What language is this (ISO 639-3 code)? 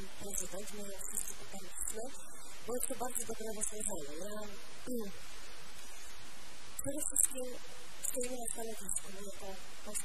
pol